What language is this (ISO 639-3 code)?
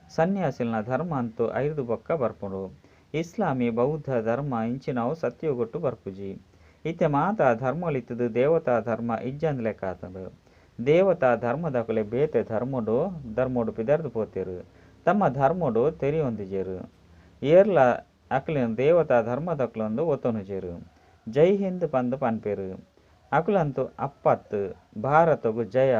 tcy